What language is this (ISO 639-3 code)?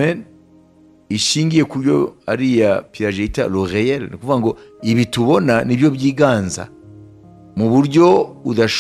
kin